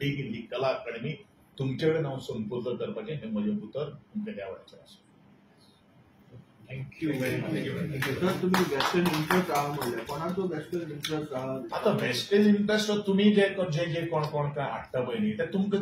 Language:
Konkani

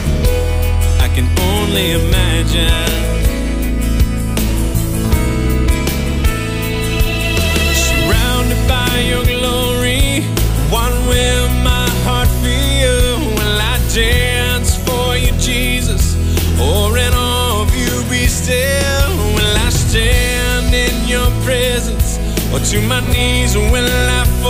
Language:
English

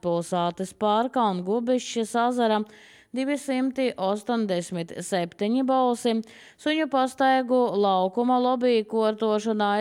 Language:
Latvian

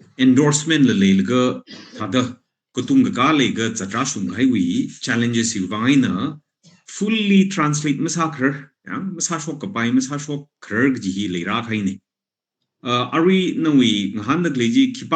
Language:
Tangkhul Naga (India)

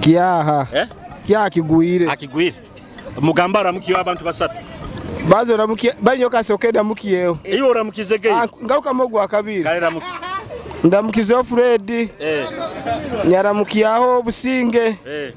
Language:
Nyoro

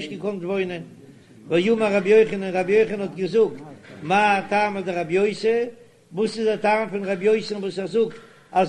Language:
Yiddish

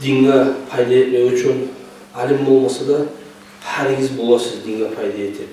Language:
Kumyk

